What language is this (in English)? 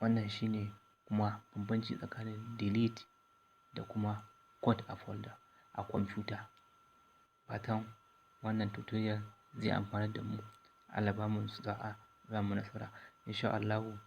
Hausa